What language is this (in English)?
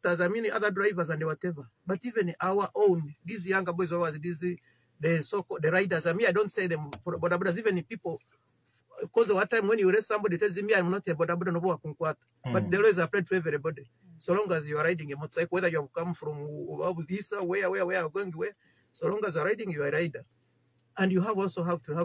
Nyoro